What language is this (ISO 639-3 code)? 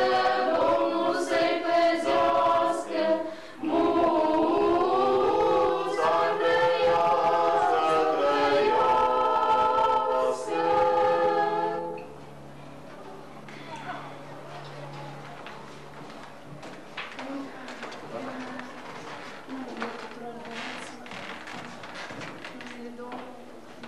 ron